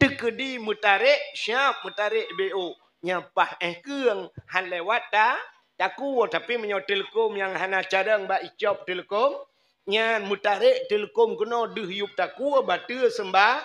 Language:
Achinese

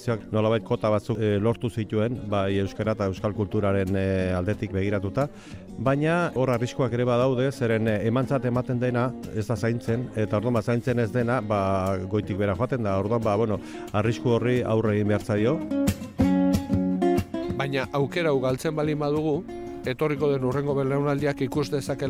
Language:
Basque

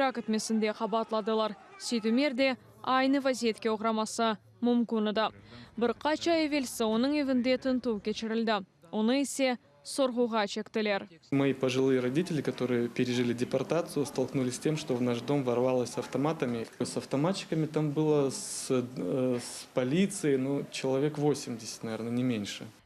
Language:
Crimean Tatar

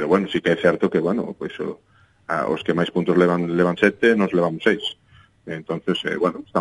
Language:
Galician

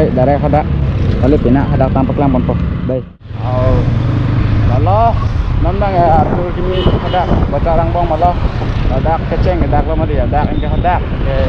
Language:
Karbi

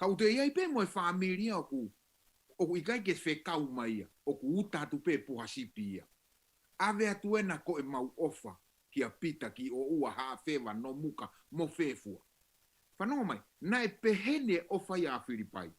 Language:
Tongan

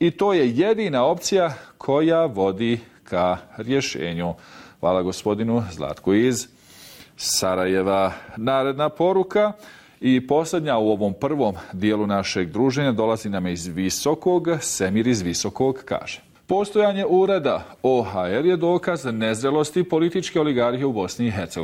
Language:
Bosnian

